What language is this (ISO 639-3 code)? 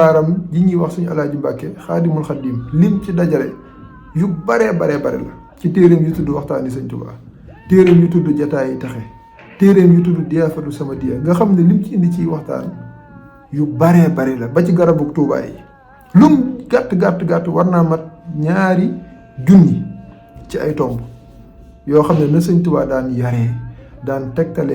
wol